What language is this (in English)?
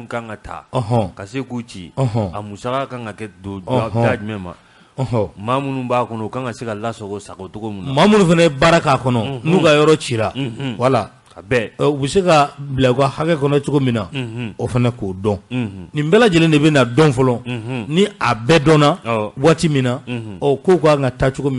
Bambara